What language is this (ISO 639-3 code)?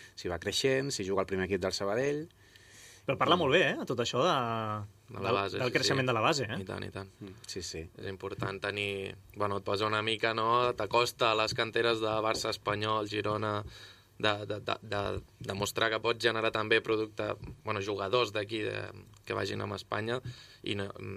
cat